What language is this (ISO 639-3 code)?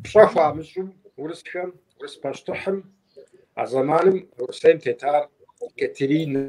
kbd